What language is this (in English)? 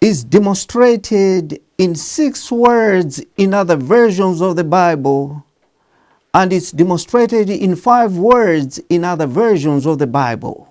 English